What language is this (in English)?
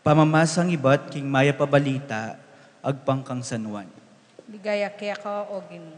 Pampanga